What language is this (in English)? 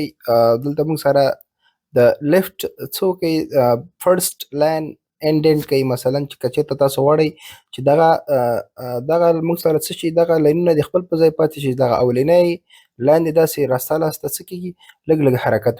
Pashto